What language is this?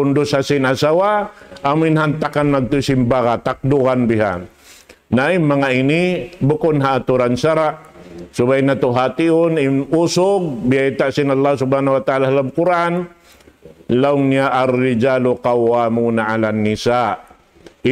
Tausug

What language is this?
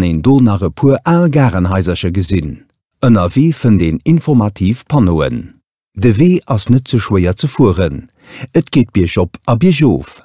Luxembourgish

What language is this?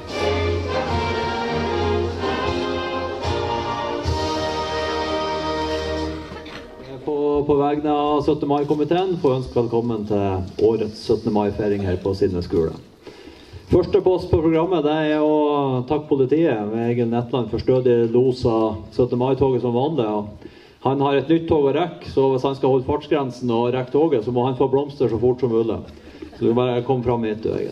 Norwegian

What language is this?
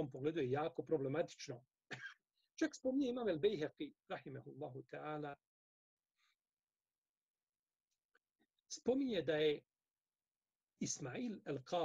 Bosnian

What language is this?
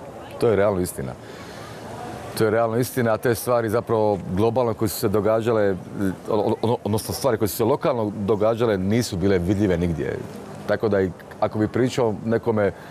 Croatian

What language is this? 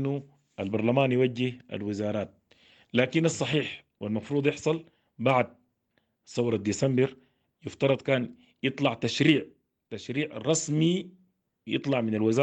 Sudanese Arabic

